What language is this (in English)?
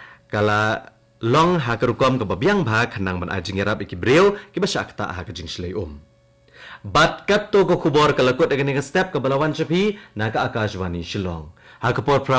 Khasi